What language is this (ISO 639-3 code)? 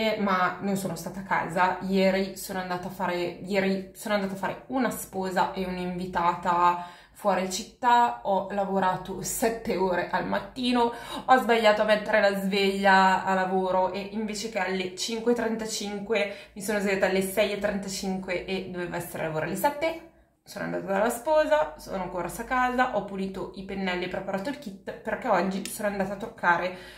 ita